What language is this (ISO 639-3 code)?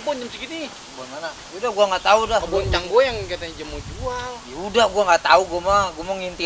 bew